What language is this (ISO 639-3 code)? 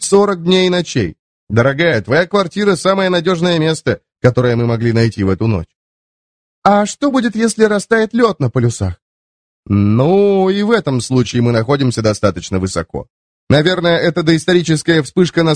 rus